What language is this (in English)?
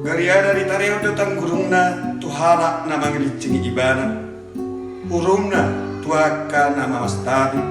Batak Toba